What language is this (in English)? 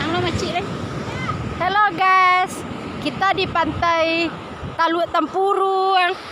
Minangkabau